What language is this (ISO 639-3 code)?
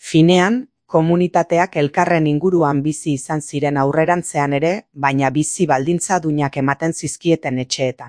eus